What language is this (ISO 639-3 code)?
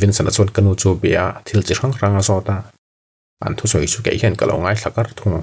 lus